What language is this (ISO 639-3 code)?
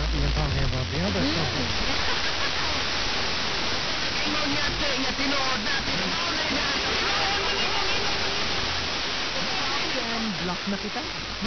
fil